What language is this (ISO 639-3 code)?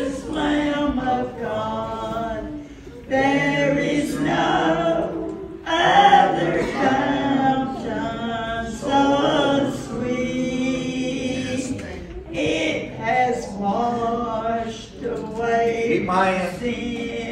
eng